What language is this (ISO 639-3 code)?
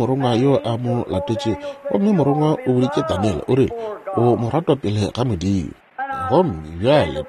nso